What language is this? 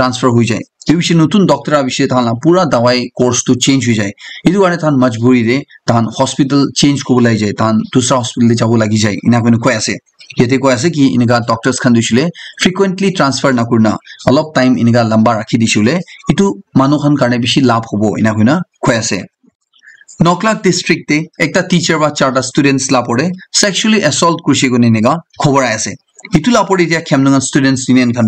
Naga Pidgin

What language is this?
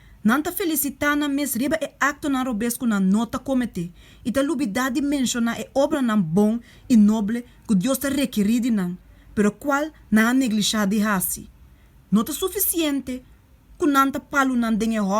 Papiamento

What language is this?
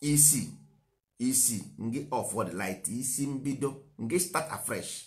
Igbo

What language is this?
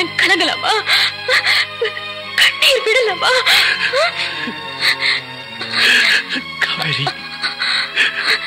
Tamil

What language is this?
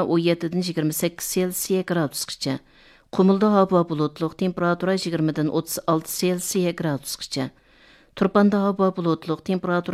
Uyghur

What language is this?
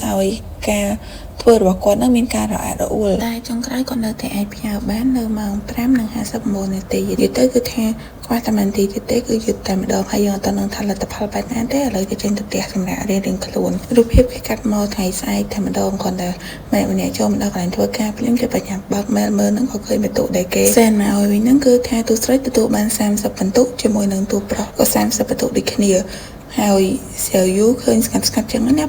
Khmer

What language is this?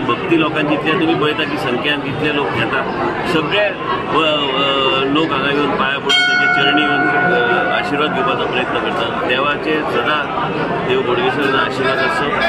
Konkani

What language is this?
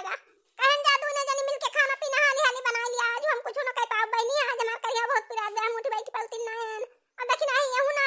Awadhi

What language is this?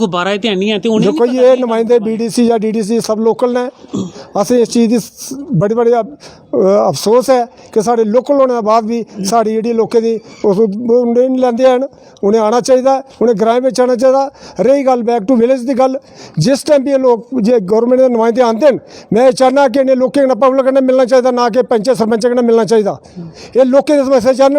Dogri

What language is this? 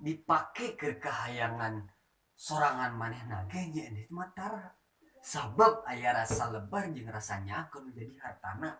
Sundanese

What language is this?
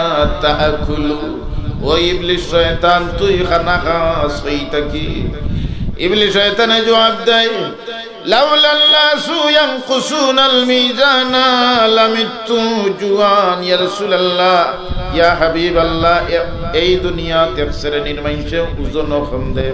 Sylheti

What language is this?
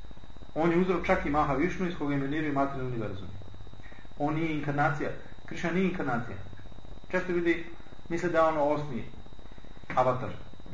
Serbian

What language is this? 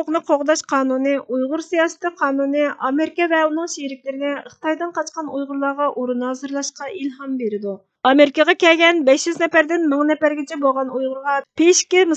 Uyghur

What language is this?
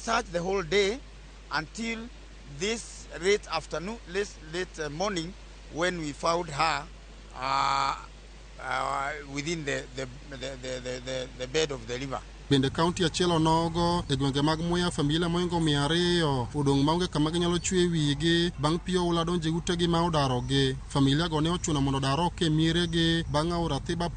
Luo (Kenya and Tanzania)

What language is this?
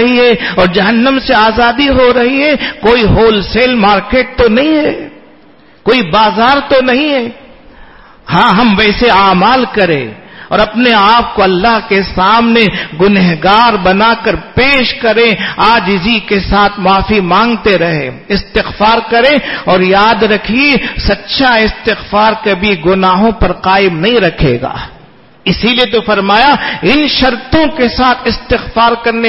Urdu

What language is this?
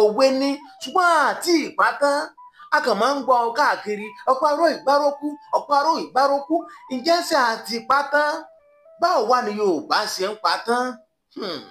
Yoruba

